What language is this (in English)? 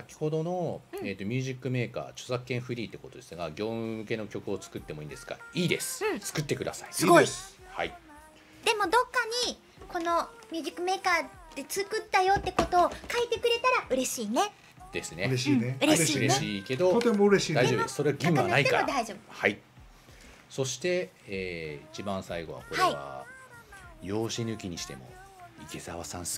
Japanese